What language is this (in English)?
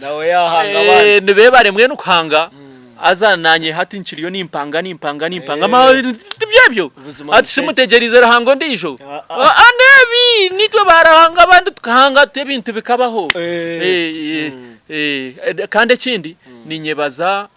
Nyankole